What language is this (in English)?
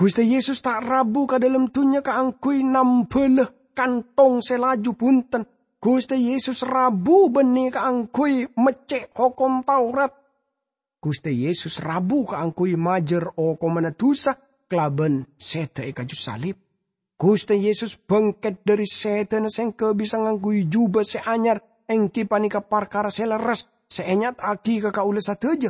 Madurese